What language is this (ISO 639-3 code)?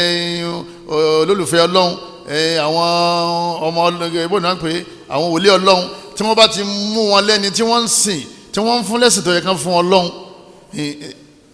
yor